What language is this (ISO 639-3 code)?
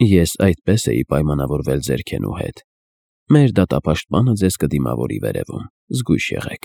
hye